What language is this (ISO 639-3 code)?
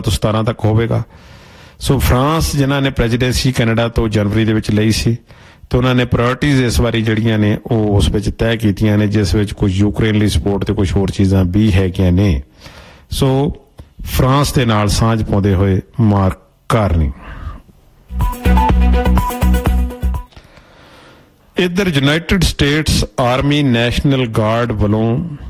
pan